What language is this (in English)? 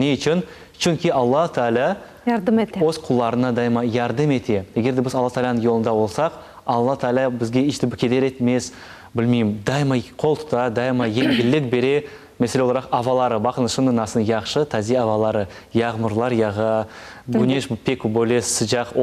Crimean Tatar